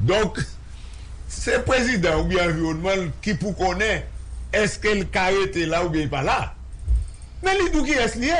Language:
Haitian Creole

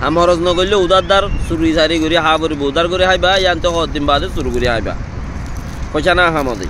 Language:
Rohingya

